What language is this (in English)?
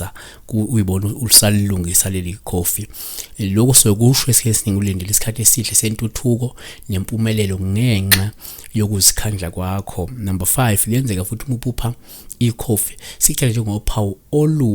Zulu